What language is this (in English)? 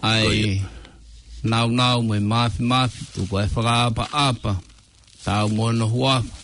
Tongan